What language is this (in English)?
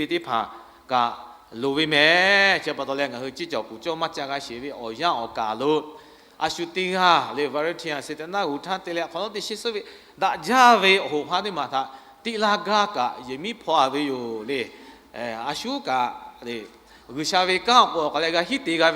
Lahu